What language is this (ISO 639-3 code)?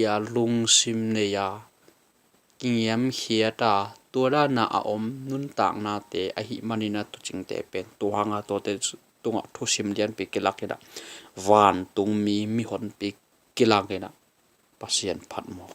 ctd